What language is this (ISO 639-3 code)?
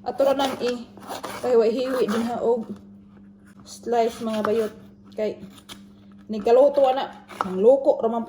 ceb